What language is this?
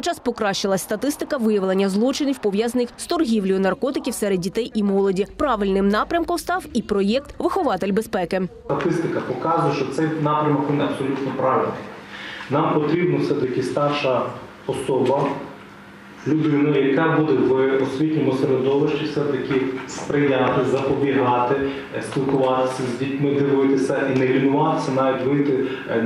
Ukrainian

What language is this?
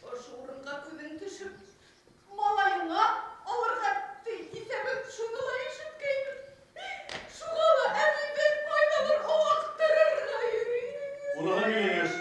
Bashkir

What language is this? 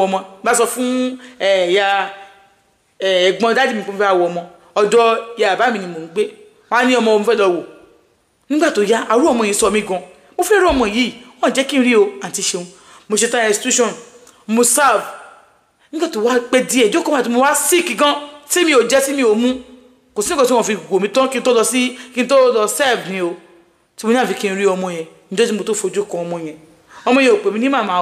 Yoruba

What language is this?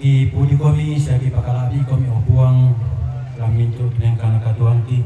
Toraja-Sa'dan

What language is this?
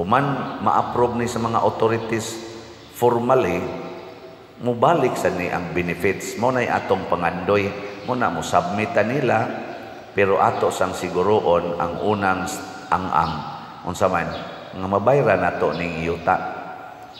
Cebuano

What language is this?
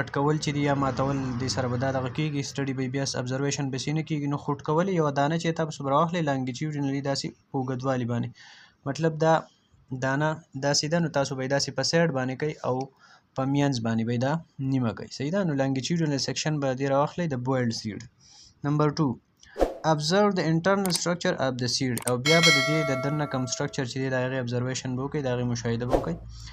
Pashto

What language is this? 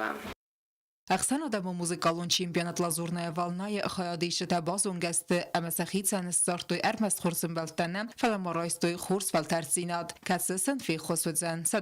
Ossetic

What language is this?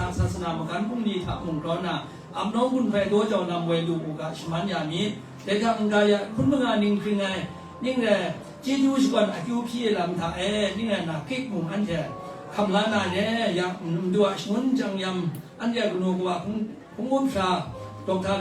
Kachin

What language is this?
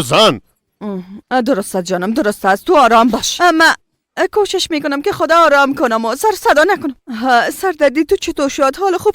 Persian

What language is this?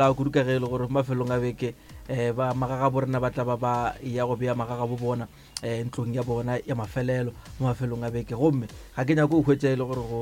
Northern Sotho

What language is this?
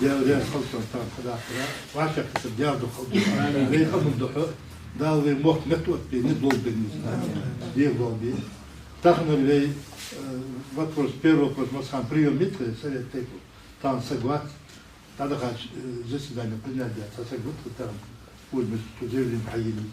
Ingush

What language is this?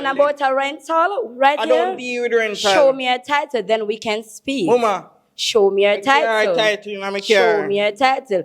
Jamaican Creole English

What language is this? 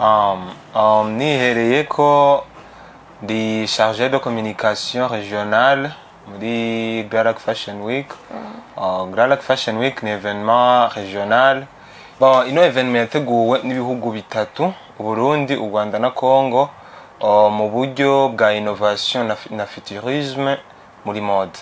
Rundi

